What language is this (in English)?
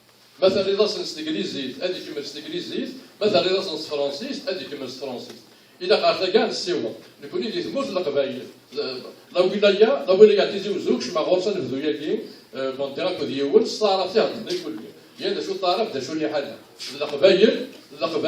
Kabyle